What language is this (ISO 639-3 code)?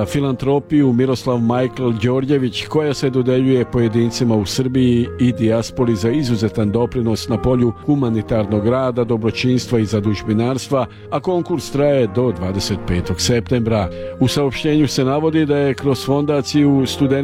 srp